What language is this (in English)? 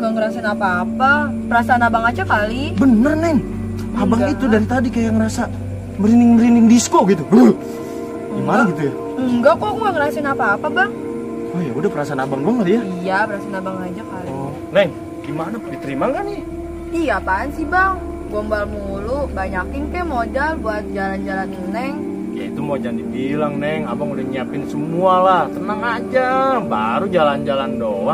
Betawi